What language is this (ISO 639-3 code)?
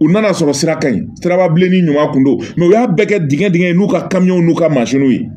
bam